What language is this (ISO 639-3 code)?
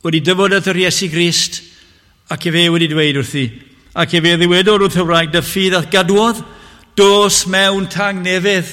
cym